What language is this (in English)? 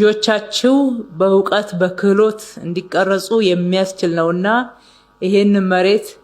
Amharic